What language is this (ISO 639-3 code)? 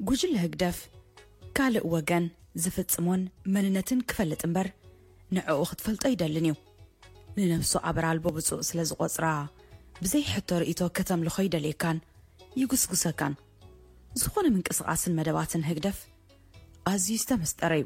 tir